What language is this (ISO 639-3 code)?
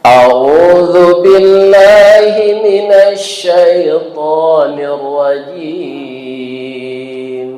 min